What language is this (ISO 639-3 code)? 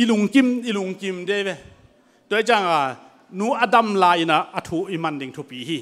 ctd